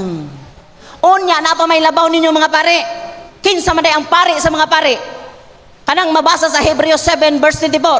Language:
Cebuano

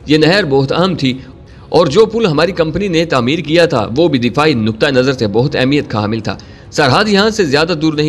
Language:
Urdu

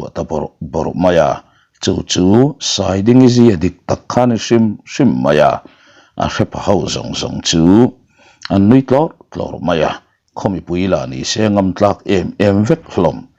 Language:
Mizo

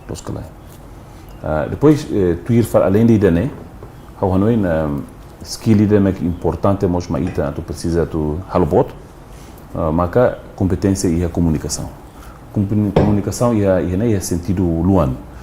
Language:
Tetum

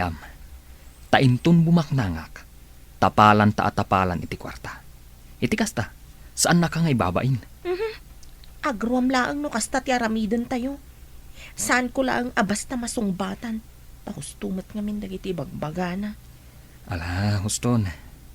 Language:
Iloko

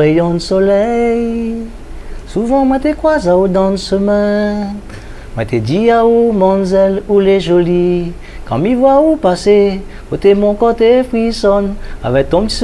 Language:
Réunion Creole French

